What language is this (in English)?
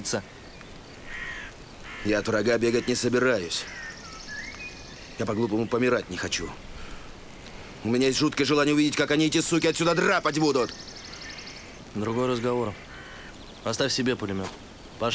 Russian